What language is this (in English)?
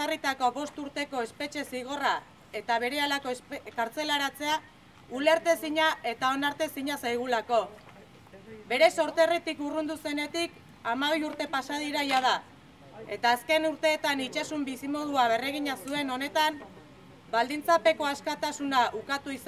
Basque